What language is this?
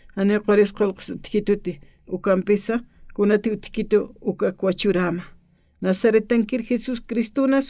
Aymara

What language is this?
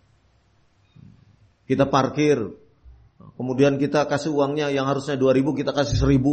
Indonesian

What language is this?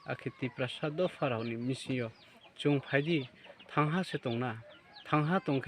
Riang (India)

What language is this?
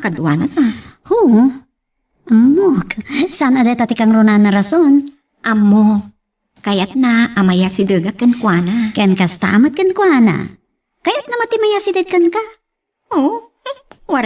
Iloko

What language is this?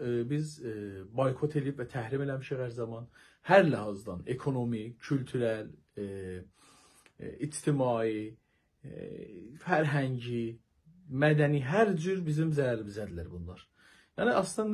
South Azerbaijani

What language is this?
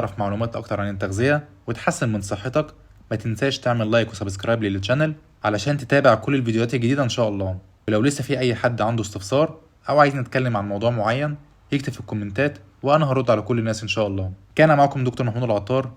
Egyptian Arabic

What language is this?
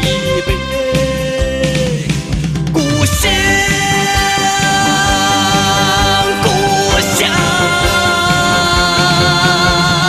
Chinese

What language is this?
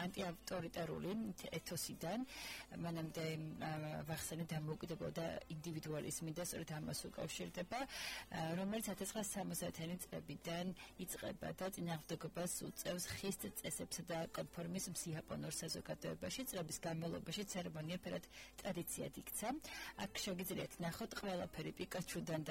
Georgian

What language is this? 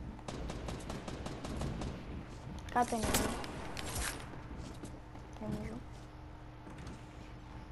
Greek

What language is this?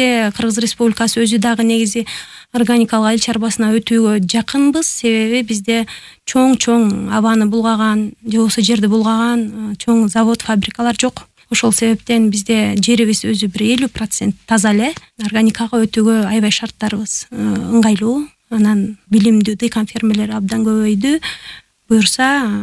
Kyrgyz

